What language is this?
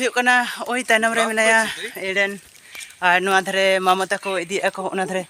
Santali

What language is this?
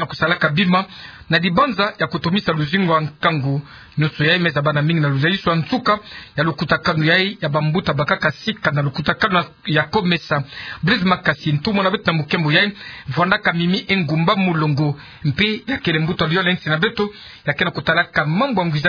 Kituba (Democratic Republic of Congo)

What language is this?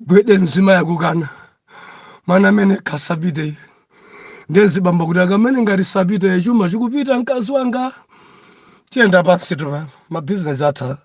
Nyanja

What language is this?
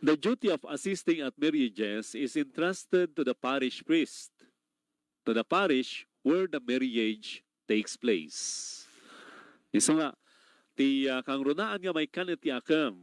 Iloko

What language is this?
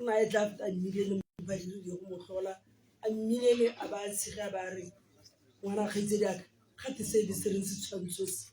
Tswana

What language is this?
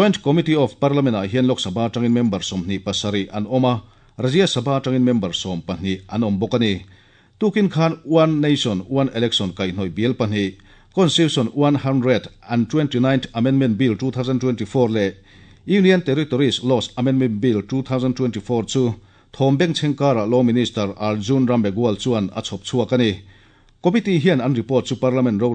Mizo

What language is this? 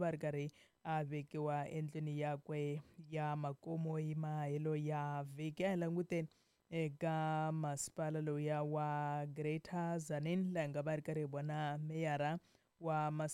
Tsonga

